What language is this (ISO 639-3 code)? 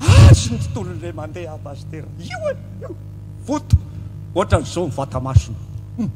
mlg